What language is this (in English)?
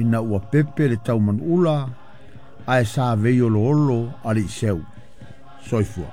Samoan